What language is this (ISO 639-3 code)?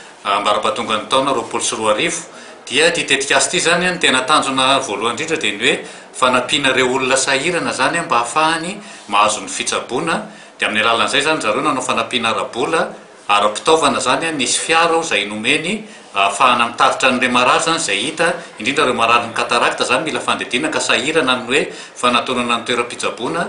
mlg